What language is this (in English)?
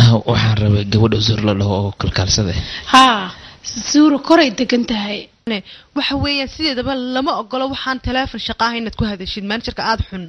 Somali